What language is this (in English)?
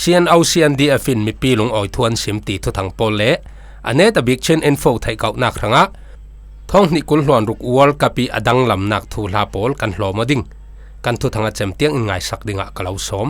Falam Chin